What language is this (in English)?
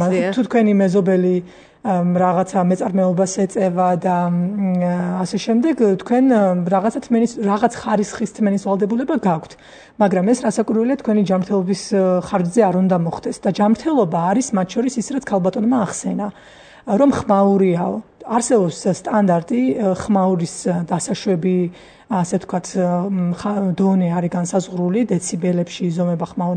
Georgian